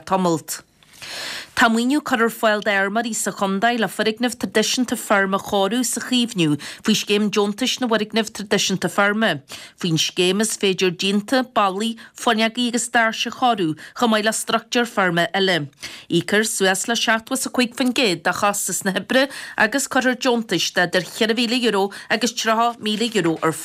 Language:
Irish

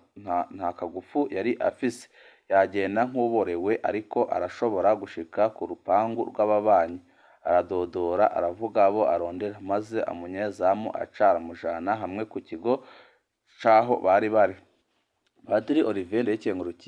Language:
Rundi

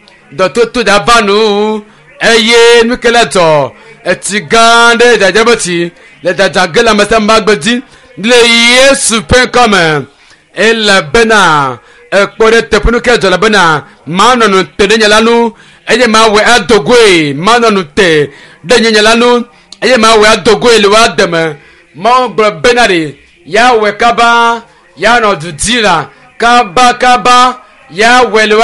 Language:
Ewe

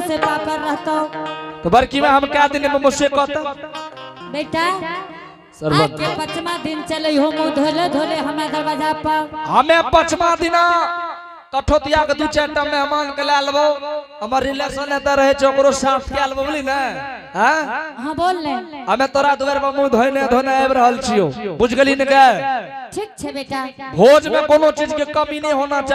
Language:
Angika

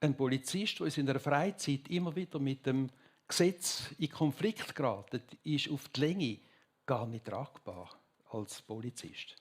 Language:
Swiss German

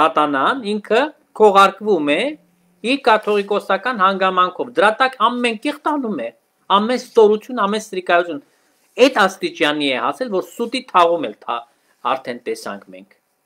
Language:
Armenian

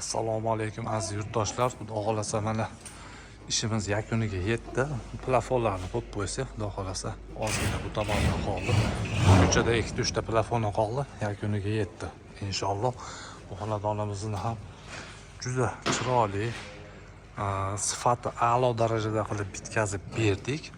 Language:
Uzbek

